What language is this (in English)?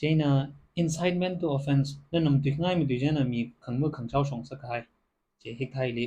Tangkhul Naga (India)